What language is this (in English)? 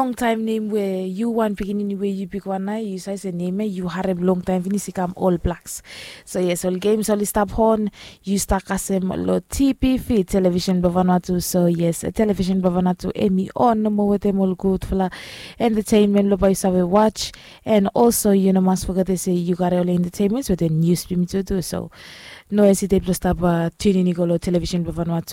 Bislama